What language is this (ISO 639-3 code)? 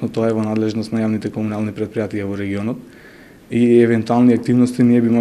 mkd